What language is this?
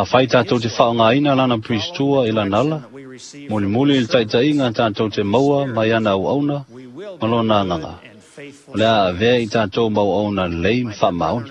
Samoan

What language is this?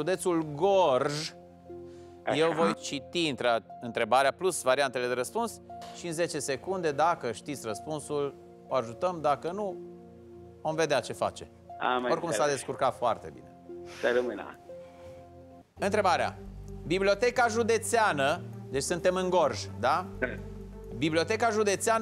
Romanian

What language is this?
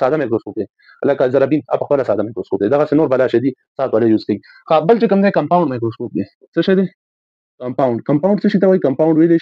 Pashto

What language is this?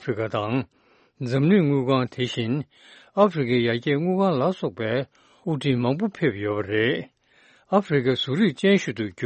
Tibetan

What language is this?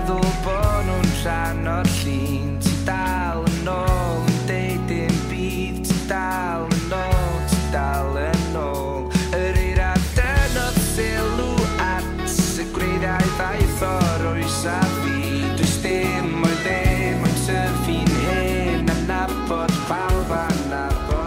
Welsh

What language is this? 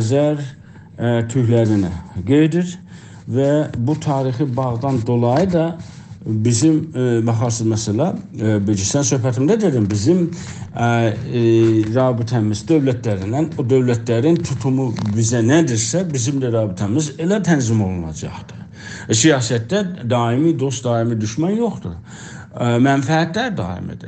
South Azerbaijani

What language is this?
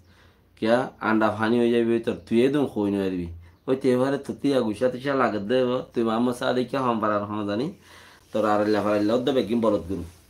Rohingya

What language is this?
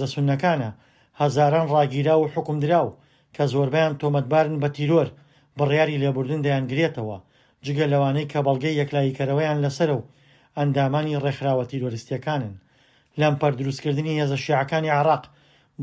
Central Kurdish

